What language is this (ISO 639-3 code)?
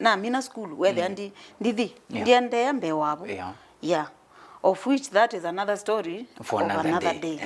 kam